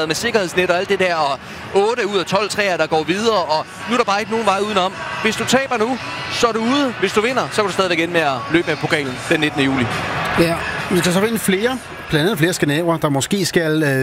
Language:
Danish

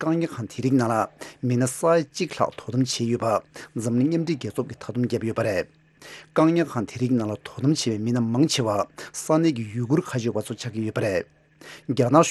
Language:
Tibetan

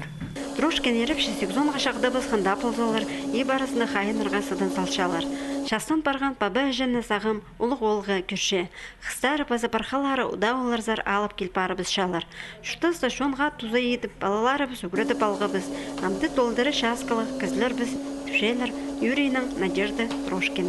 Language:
Khakas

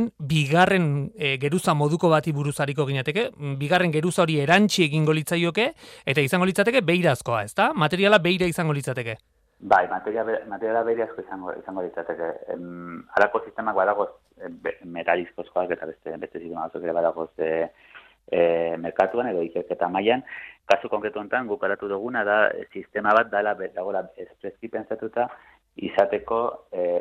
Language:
Basque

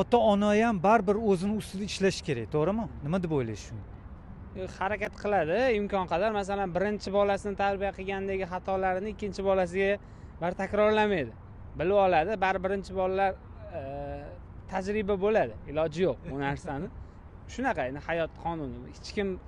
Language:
Uzbek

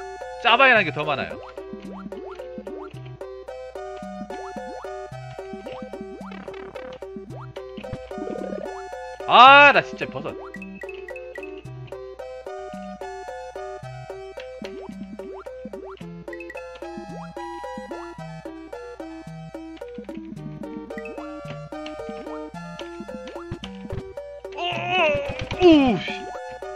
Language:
Korean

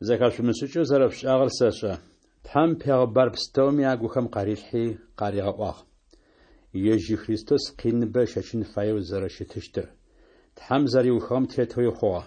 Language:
Adyghe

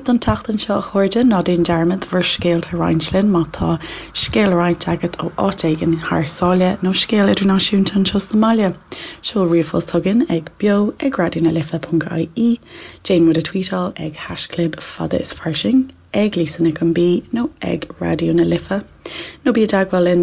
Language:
Irish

